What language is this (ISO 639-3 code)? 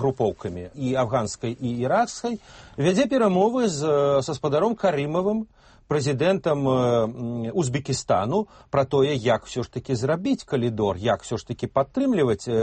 bel